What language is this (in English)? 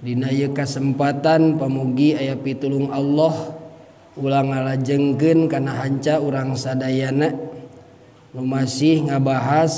Sundanese